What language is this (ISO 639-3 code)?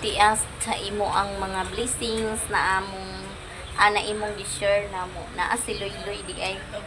ceb